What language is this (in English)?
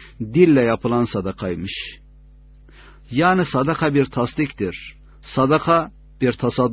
Turkish